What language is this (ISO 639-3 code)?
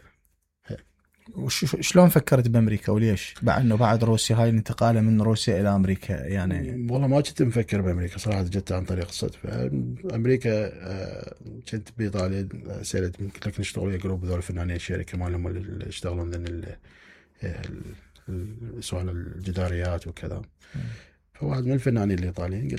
acm